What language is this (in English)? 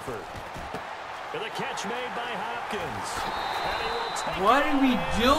English